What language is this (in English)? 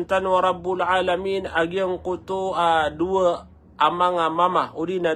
Maranao